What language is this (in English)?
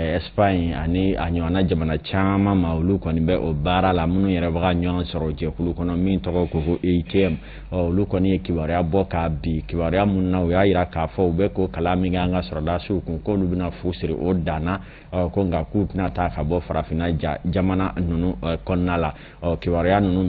Bambara